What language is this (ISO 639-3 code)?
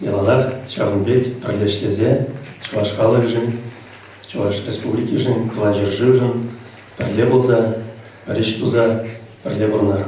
chv